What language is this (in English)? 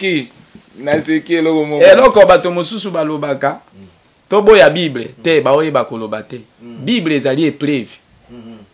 Lingala